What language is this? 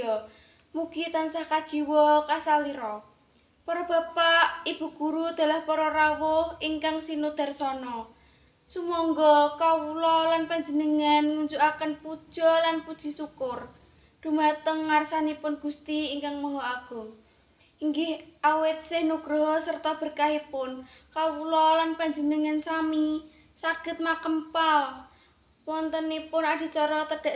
Javanese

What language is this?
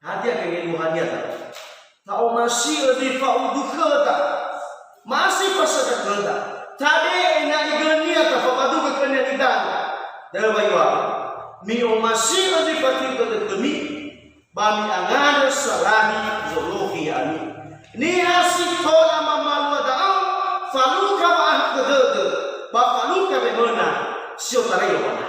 Nias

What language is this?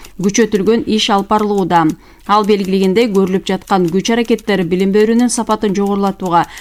Kyrgyz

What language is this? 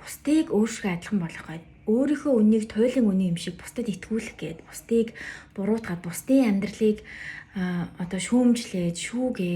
Mongolian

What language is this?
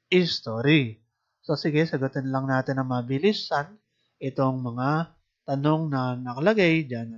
Filipino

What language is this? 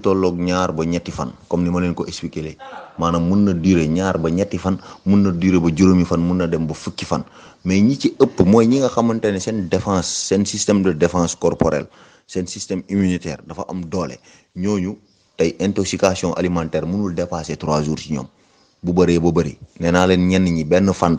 Wolof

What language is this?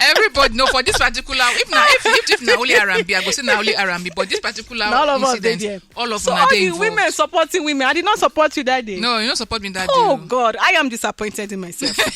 Nigerian Pidgin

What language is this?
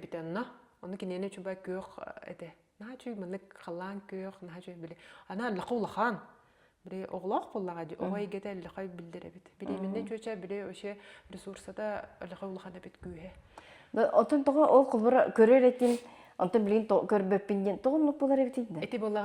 Yakut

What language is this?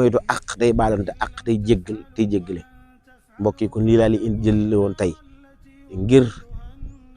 Wolof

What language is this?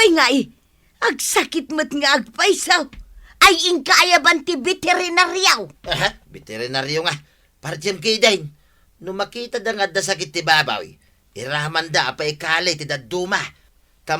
Iloko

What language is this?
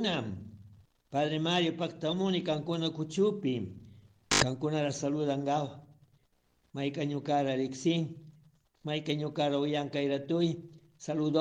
Chimborazo Highland Quichua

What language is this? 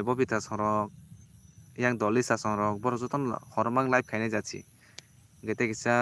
Kok Borok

